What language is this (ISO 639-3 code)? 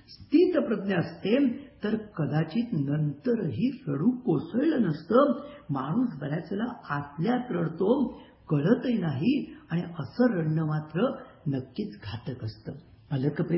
mar